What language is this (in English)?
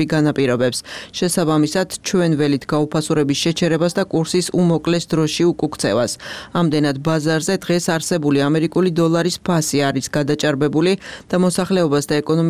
Georgian